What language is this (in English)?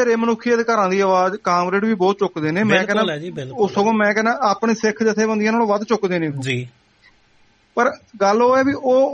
Punjabi